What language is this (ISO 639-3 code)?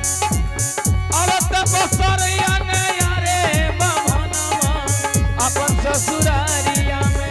anp